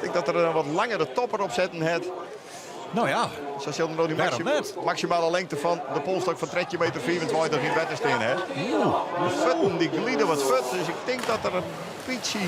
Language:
Western Frisian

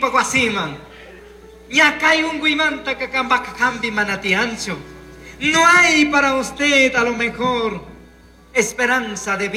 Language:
Chimborazo Highland Quichua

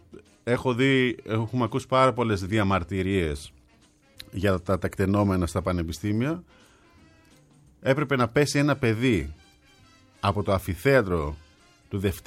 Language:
Greek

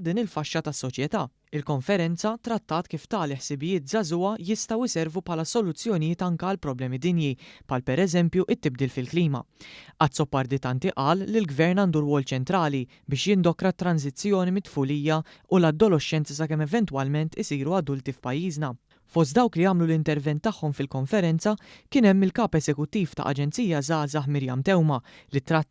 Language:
Maltese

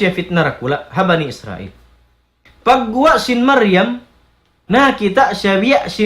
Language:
Tausug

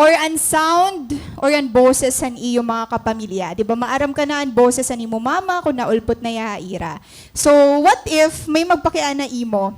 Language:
Waray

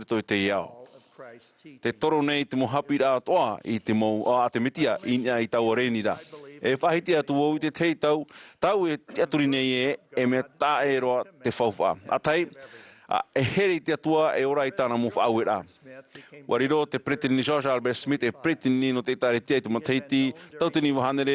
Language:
Tahitian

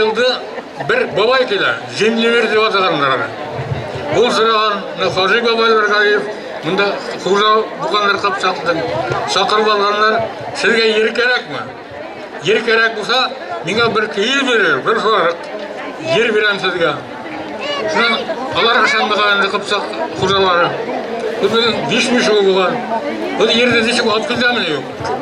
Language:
Bashkir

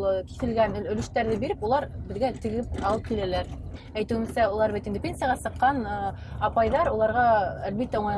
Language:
Bashkir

